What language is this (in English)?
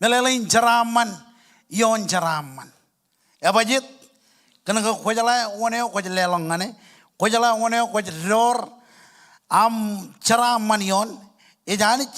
Marshallese